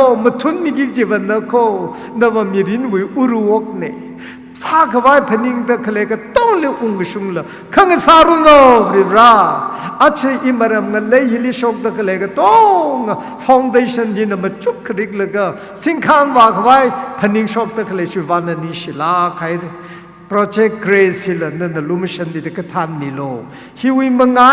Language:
Tangkhul Naga (India)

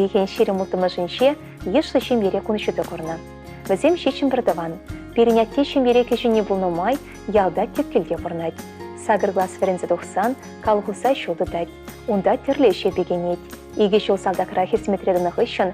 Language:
Chuvash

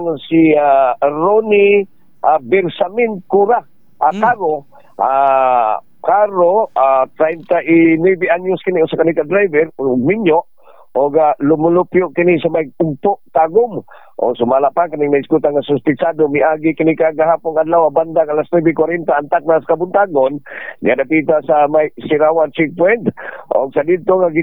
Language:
Cebuano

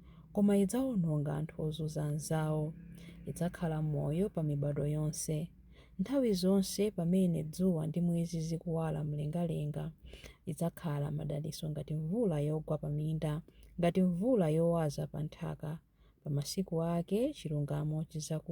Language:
Nyanja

